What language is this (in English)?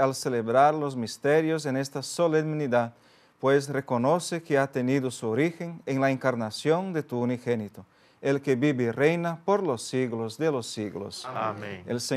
Spanish